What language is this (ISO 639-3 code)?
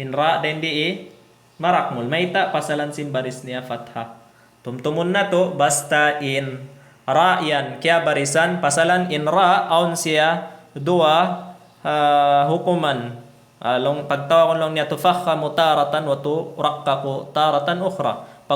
tsg